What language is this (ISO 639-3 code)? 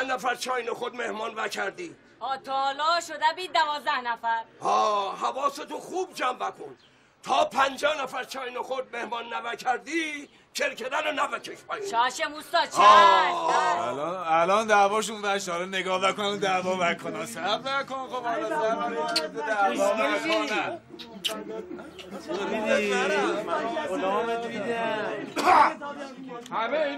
fas